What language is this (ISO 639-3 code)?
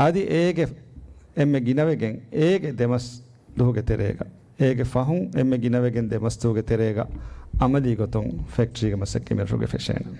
div